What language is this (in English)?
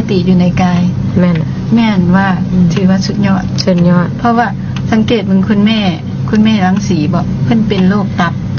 Lao